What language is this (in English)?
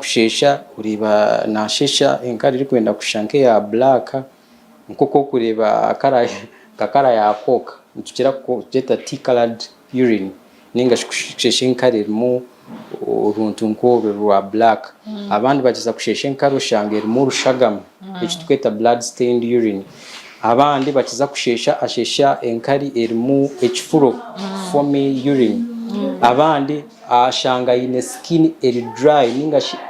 Nyankole